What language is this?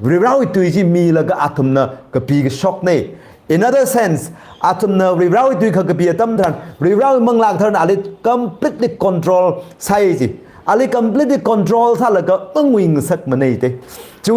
Tangkhul Naga (India)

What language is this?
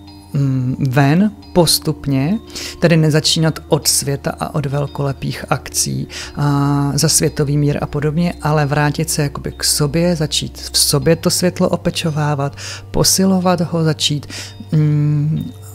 Czech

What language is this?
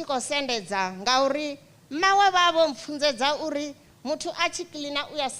Venda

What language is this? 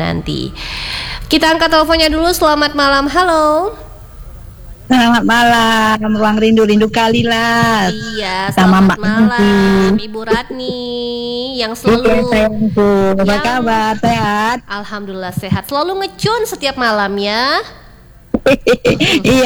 Indonesian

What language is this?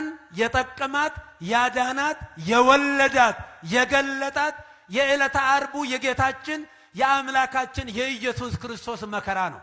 Amharic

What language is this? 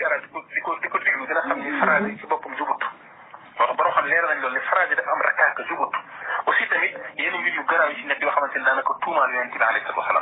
Wolof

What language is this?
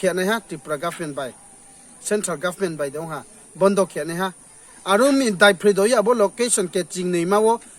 Riang (India)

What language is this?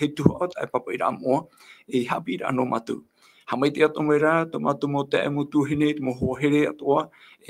Tahitian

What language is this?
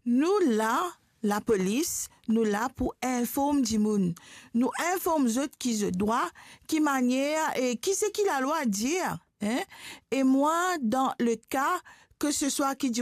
Morisyen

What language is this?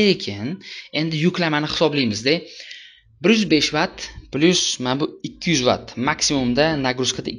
Uzbek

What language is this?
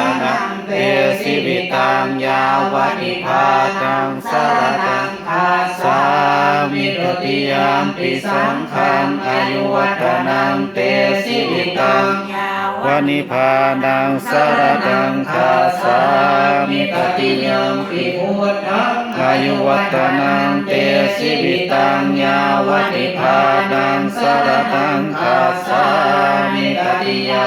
Pali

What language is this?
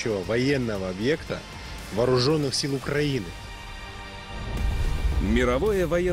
Russian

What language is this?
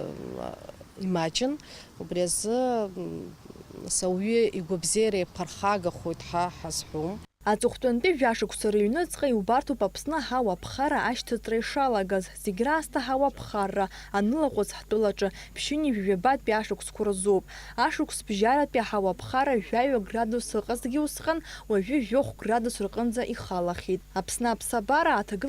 Abkhazian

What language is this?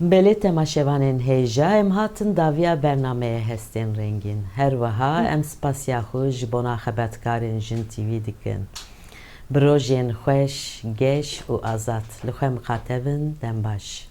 Kurdish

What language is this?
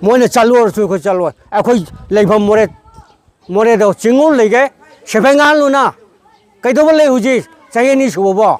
Manipuri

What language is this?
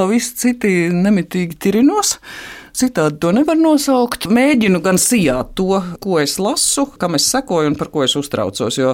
Latvian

